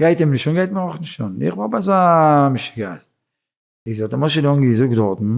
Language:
Yiddish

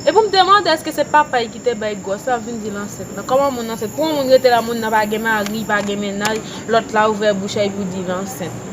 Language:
Haitian Creole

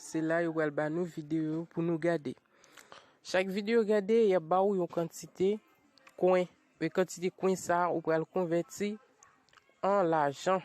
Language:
Haitian Creole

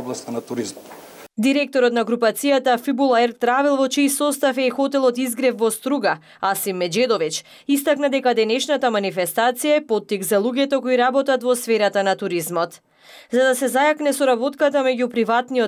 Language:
Macedonian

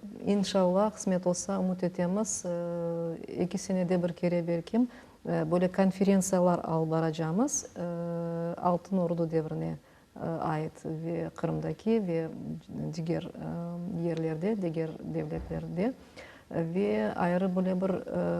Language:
Crimean Tatar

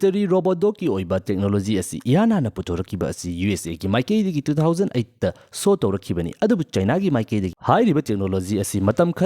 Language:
Manipuri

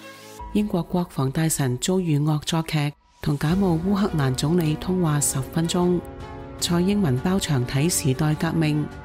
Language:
Cantonese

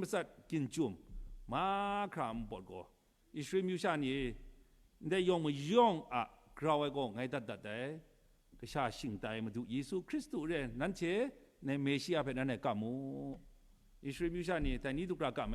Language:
Kachin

